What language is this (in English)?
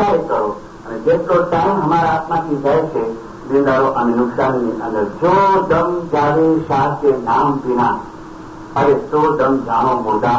Gujarati